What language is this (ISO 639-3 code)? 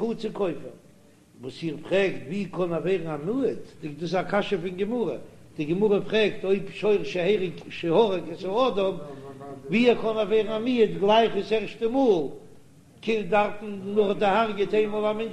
yid